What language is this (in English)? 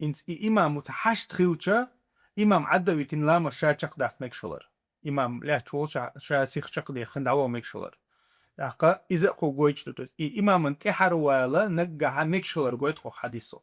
Chechen